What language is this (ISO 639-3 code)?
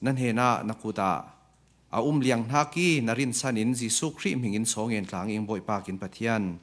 cfm